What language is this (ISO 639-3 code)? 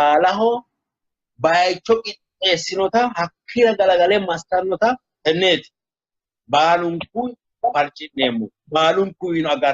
sid